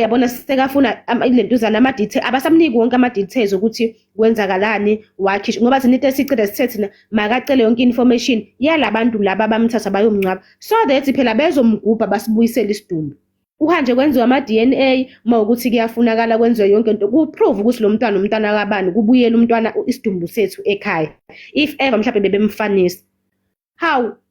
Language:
Zulu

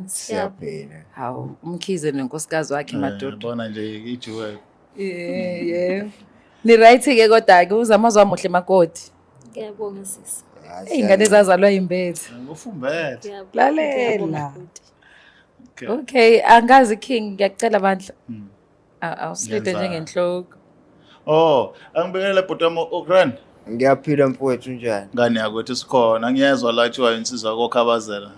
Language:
Zulu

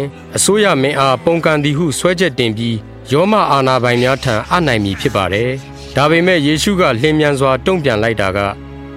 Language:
Burmese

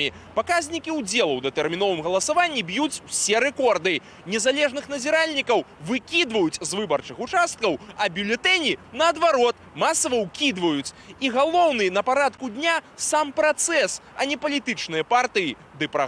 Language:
Belarusian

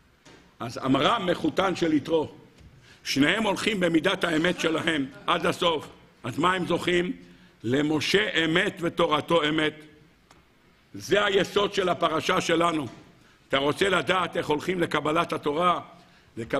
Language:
Hebrew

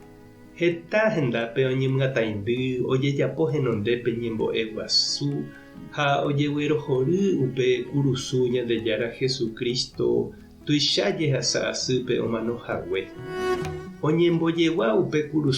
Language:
Guarani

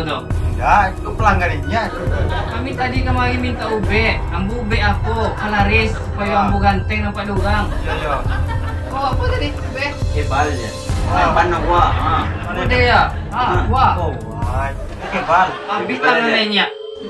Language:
Minangkabau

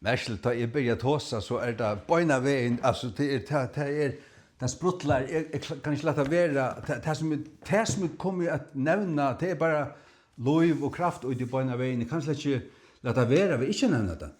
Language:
Faroese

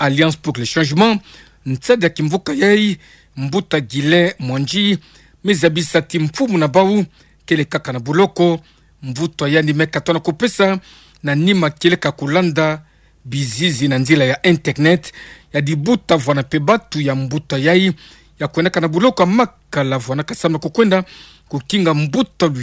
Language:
Kituba (Democratic Republic of Congo)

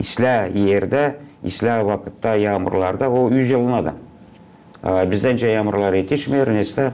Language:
Gagauz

